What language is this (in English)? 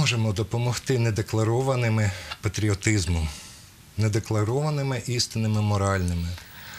Ukrainian